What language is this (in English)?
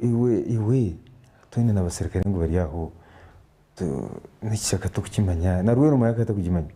Nyankole